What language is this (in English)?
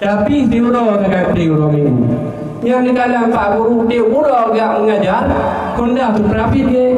Achinese